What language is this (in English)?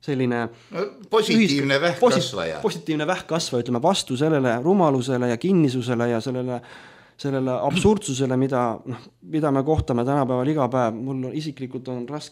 Estonian